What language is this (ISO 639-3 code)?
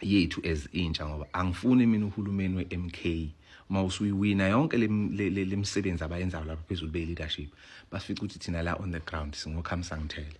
zul